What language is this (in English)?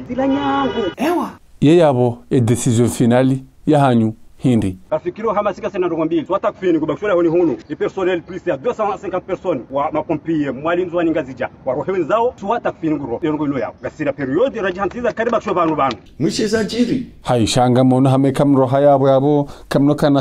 Ngazidja Comorian